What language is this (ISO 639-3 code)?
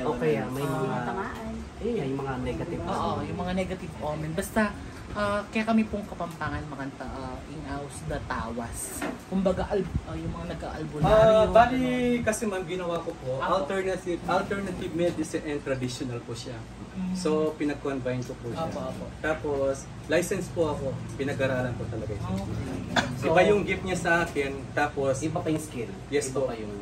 pam